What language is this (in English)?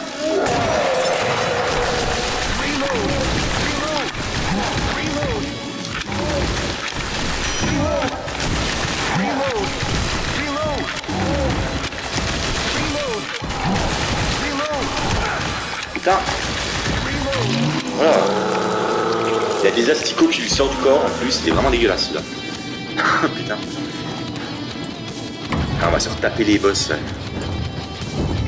French